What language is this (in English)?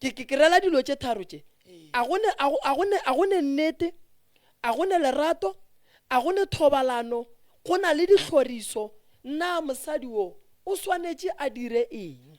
Northern Sotho